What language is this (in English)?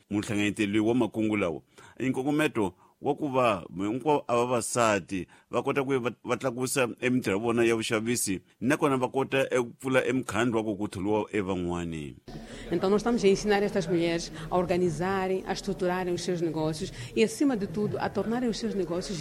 Tsonga